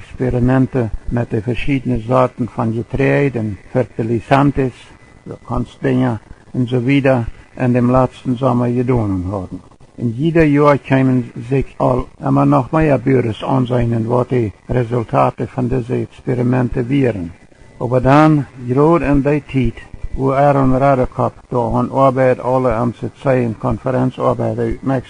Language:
Plautdietsch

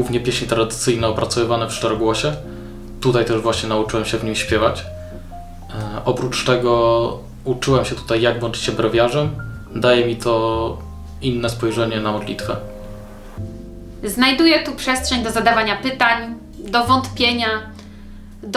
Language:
Polish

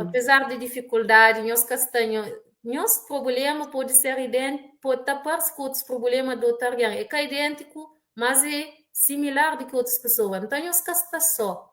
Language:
Kabuverdianu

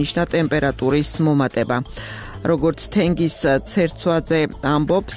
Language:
Georgian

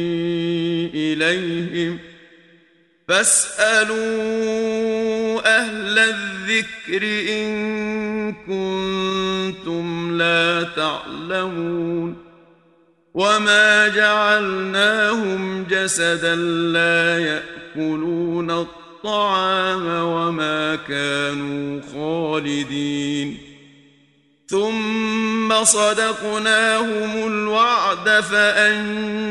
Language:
Arabic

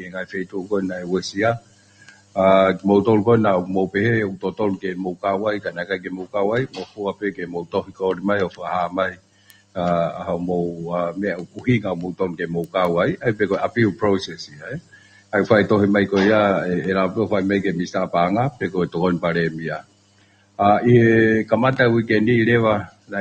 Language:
Tongan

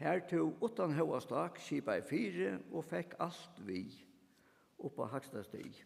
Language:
Faroese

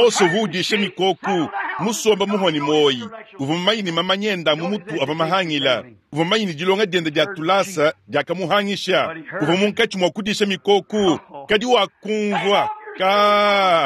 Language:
Luba-Lulua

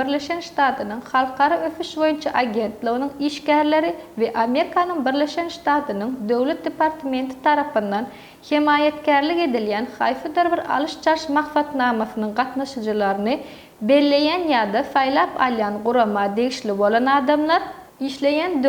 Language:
Turkmen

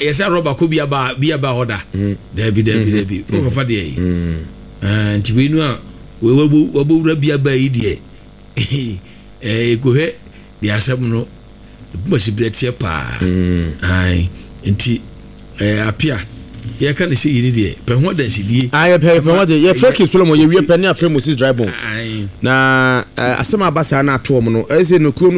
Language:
Akan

